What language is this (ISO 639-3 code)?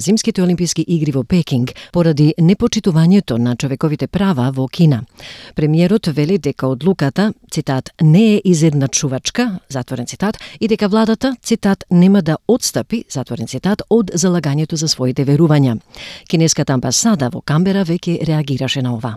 mkd